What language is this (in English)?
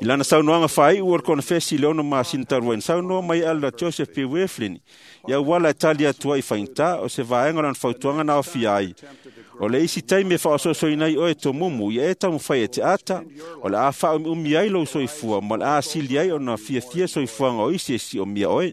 Samoan